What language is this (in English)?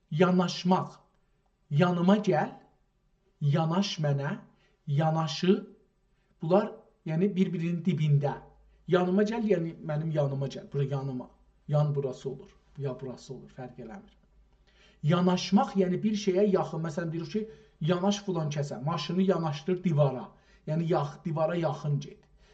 South Azerbaijani